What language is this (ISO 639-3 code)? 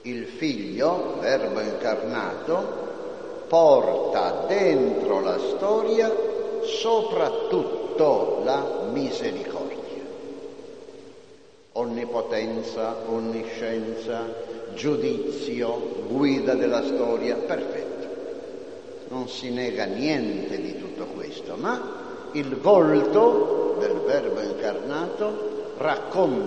ita